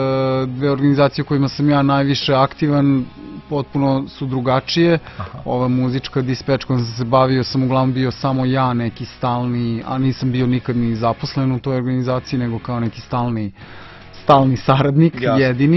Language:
Serbian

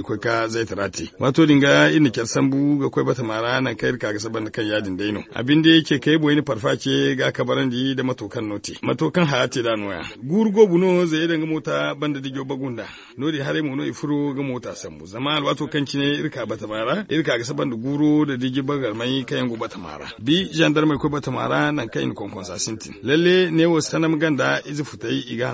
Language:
Zarma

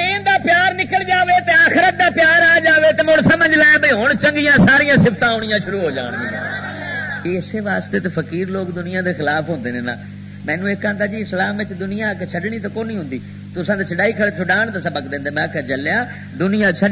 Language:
Western Panjabi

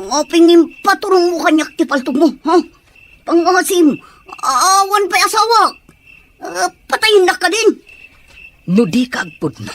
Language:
Iloko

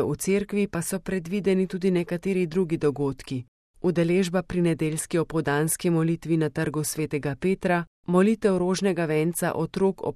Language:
Slovenian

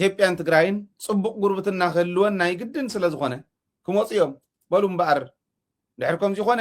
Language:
Tigrinya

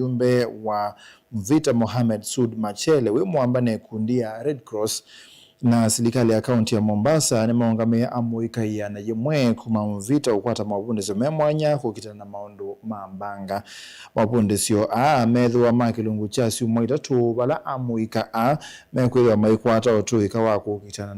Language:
Kamba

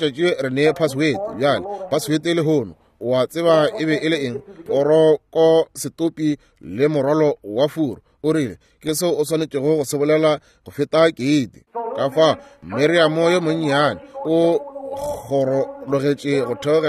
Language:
Northern Sotho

